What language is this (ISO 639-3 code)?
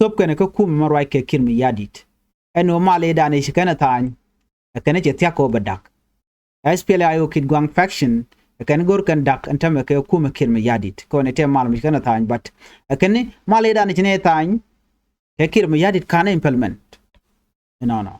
nus